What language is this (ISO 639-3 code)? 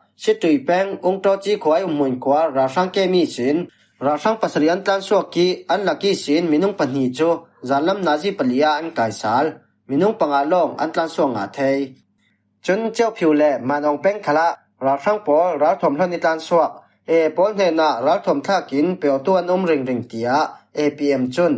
cfm